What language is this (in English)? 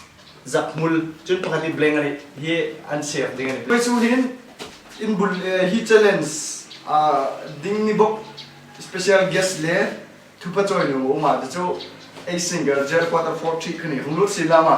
Hmar